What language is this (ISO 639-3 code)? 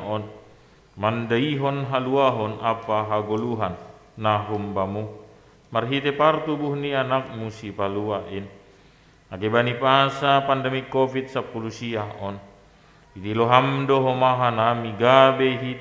bts